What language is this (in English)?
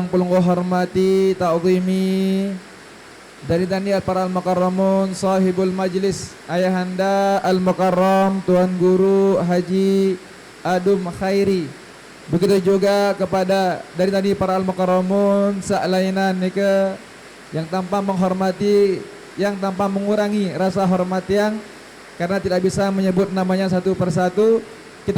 Sasak